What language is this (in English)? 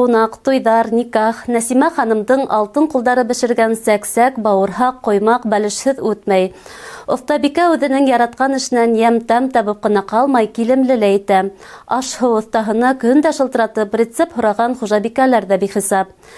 Bashkir